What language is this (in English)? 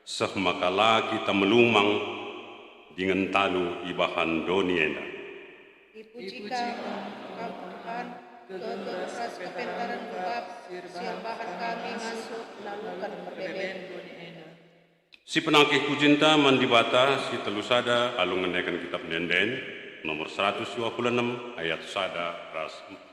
Batak Karo